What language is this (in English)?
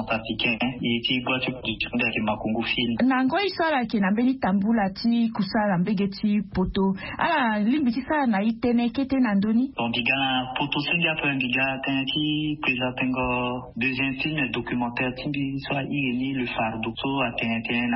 Sango